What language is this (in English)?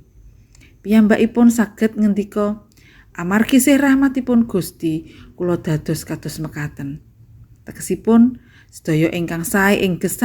Javanese